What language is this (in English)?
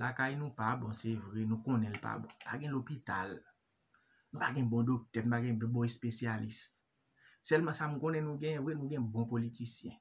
Haitian Creole